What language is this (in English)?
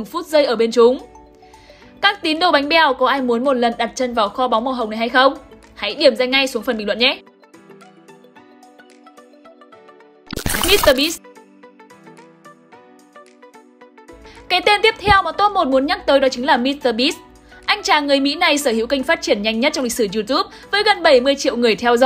Vietnamese